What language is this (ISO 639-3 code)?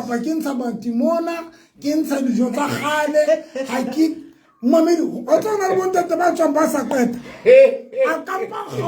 sot